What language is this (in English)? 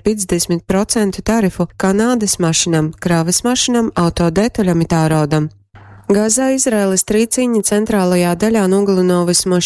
Latgalian